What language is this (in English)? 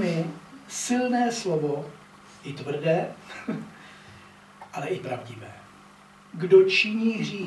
Czech